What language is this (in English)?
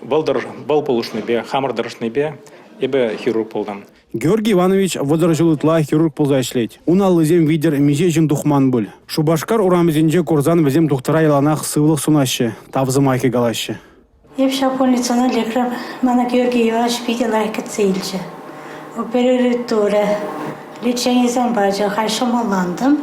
Chuvash